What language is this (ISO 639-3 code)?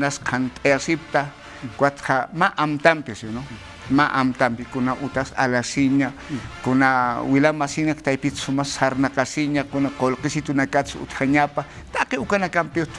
aym